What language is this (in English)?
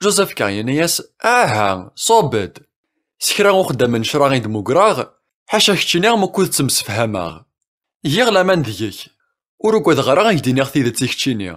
Kabyle